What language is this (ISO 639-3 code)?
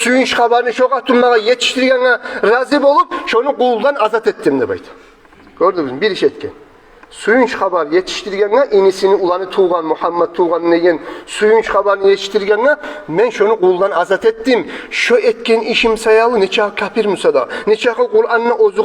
kum